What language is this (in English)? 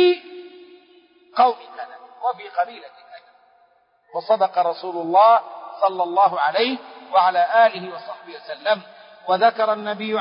Arabic